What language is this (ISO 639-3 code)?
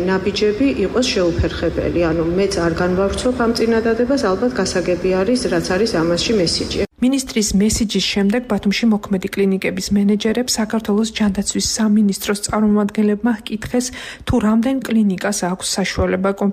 kat